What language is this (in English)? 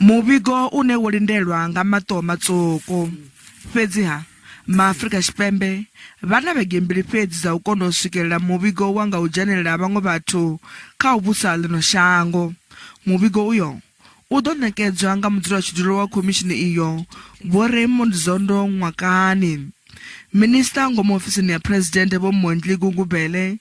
Venda